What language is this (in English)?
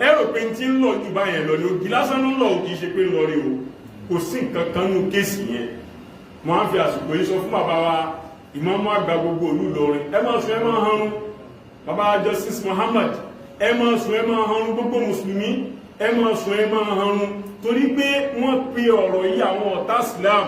Yoruba